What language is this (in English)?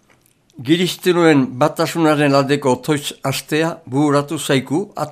Basque